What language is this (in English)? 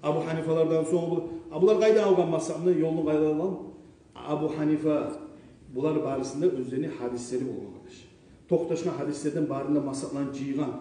Kumyk